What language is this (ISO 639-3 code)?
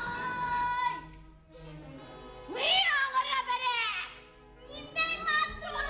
bak